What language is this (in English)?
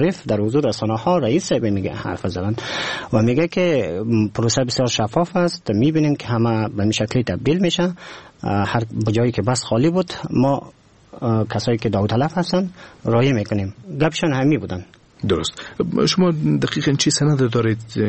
Persian